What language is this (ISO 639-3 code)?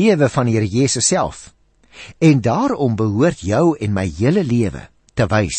afr